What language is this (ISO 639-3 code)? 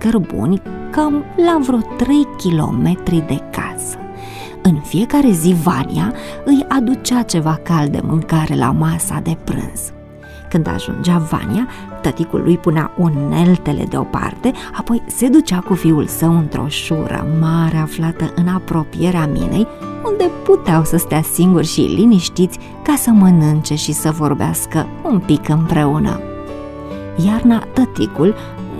ron